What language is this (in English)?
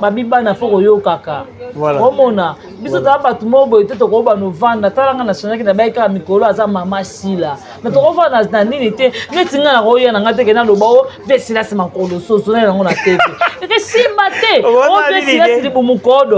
Lingala